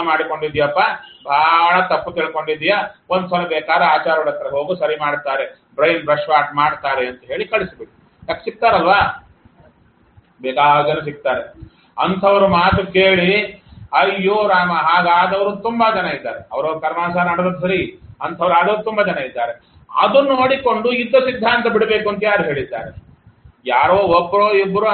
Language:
Kannada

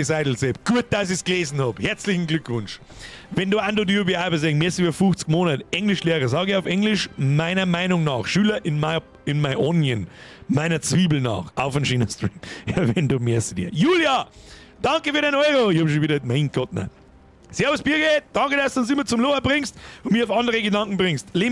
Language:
Bavarian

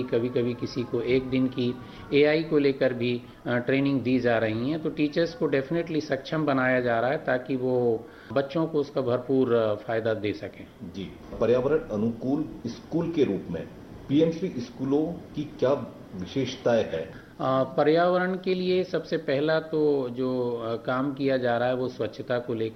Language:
Hindi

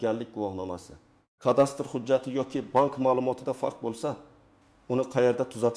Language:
Uzbek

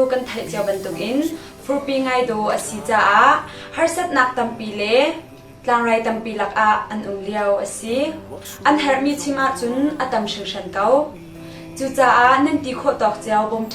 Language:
Hakha Chin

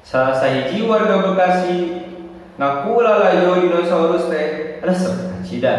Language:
Sundanese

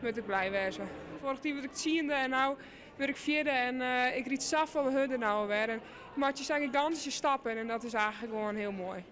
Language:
Western Frisian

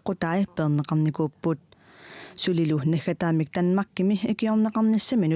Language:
Kalaallisut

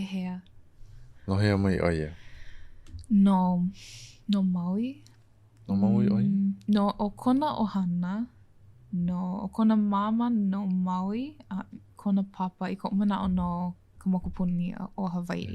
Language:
Hawaiian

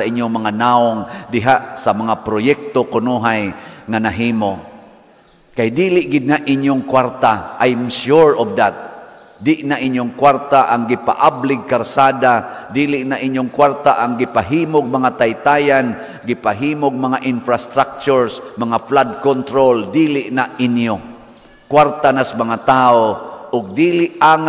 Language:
Cebuano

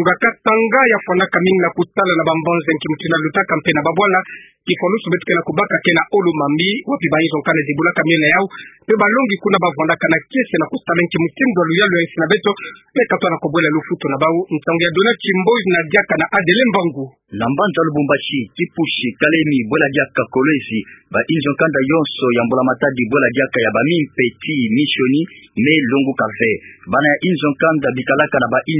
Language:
Kituba (Democratic Republic of Congo)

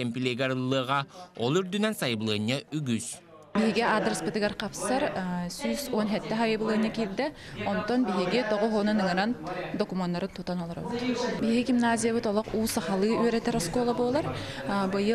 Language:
Yakut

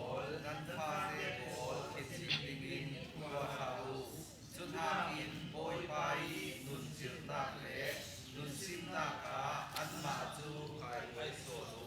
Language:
Falam Chin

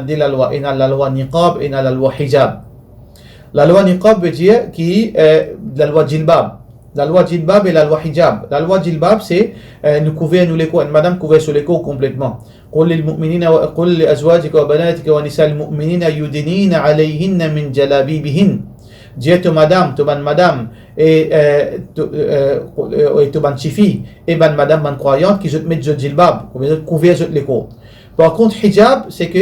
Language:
Morisyen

